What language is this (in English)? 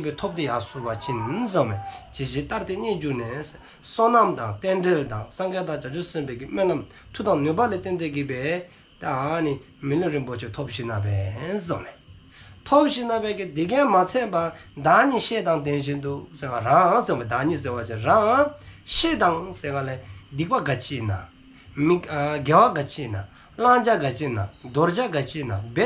Dzongkha